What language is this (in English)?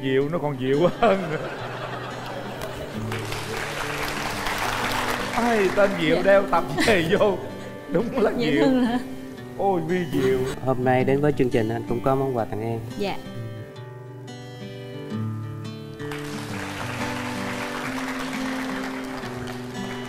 Vietnamese